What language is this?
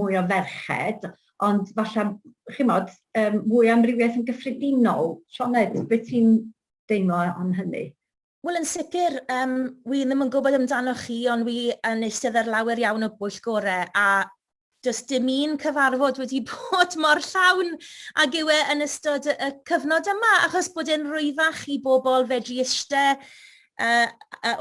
Welsh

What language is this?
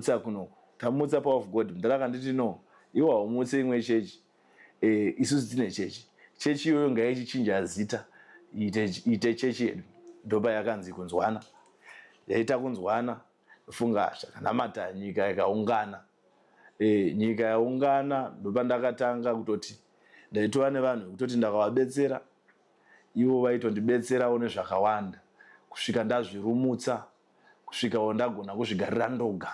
Shona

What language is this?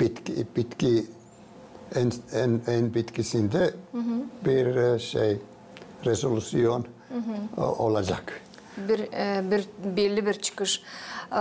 Gagauz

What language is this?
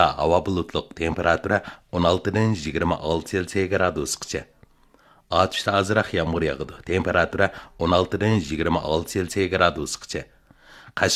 Uyghur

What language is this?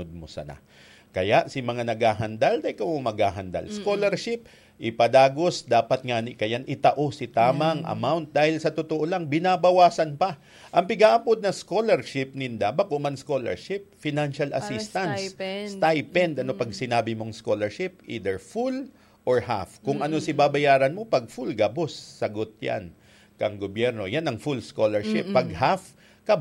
Bikol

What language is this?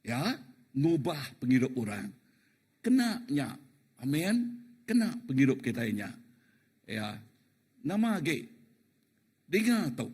Iban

